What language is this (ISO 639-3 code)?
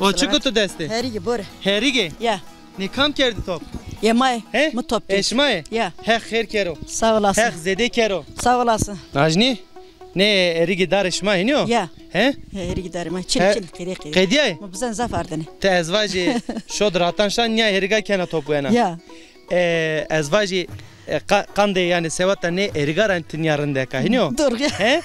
zza